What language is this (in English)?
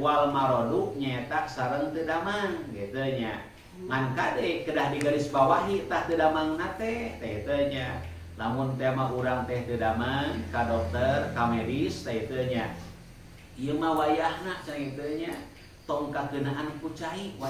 Sundanese